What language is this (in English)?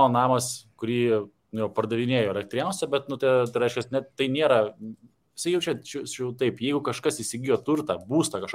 Lithuanian